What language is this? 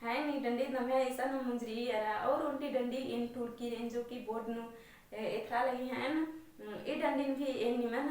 Kurukh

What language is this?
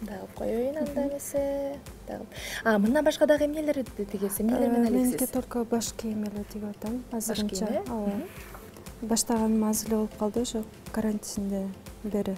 Kyrgyz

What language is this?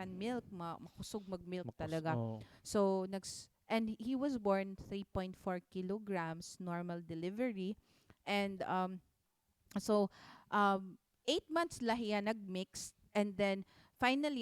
Waray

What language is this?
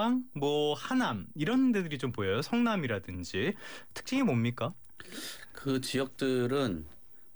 Korean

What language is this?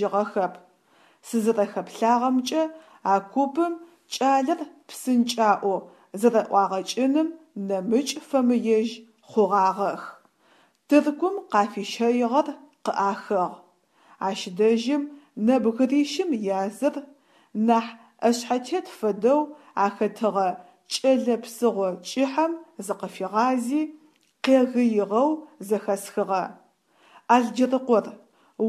Adyghe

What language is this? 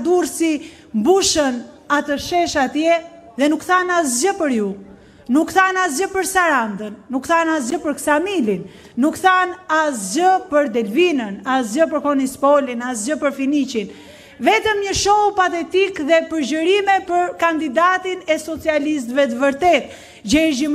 Albanian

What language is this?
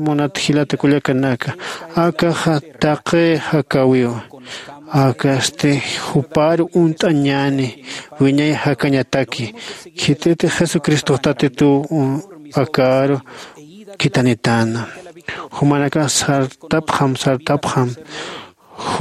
Aymara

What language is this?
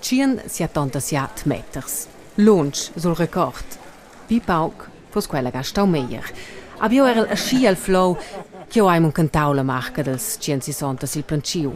Romansh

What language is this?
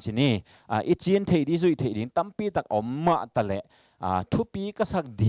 Tedim Chin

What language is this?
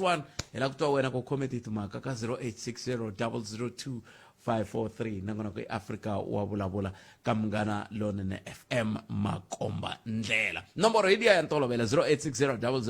Tsonga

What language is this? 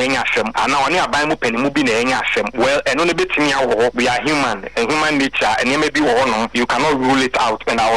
Akan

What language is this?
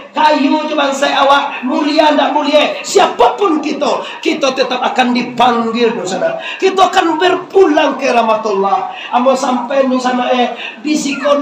Minangkabau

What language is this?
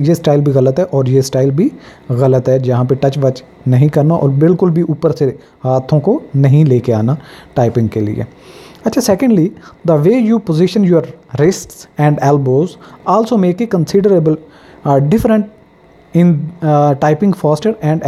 Hindi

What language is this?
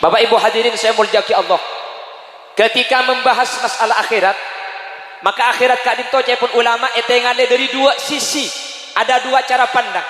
Madurese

